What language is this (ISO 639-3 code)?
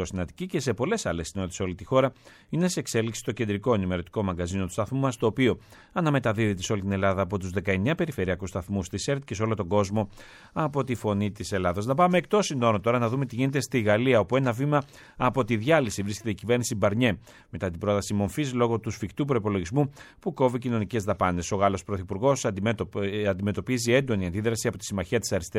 ell